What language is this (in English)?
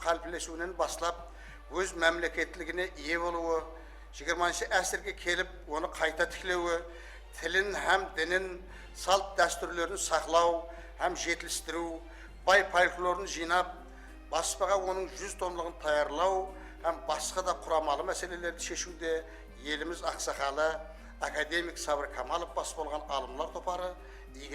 Kara-Kalpak